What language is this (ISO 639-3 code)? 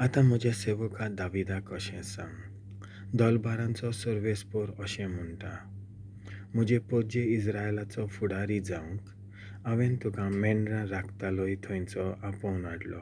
kok